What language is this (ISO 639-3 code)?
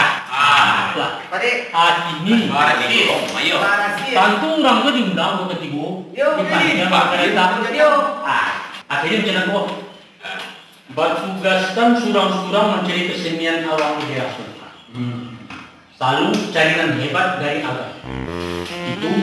min